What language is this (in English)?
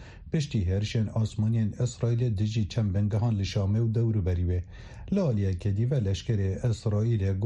Kurdish